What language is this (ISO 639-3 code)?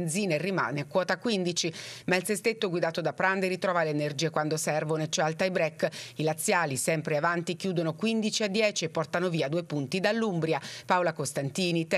ita